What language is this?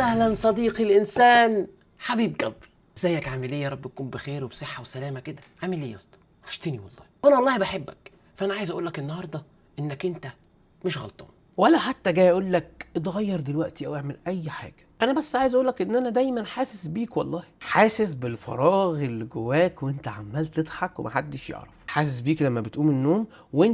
Egyptian Arabic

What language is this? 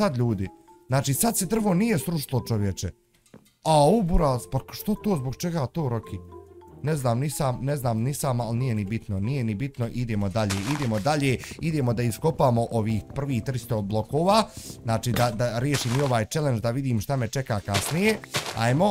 Bosnian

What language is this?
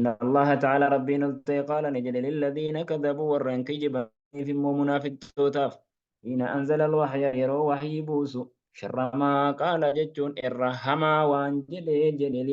Oromo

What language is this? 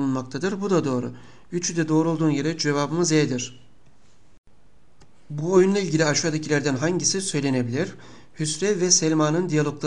Turkish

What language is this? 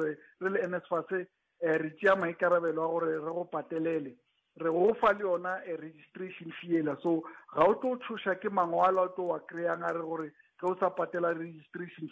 Northern Sotho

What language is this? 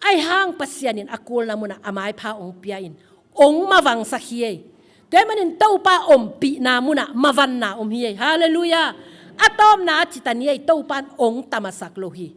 Tedim Chin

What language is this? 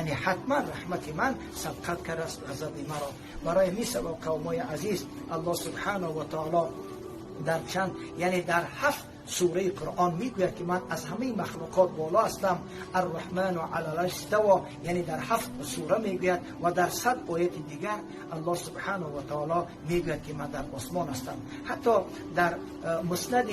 Persian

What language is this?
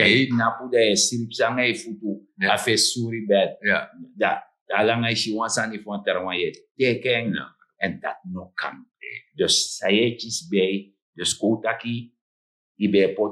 Sranan Tongo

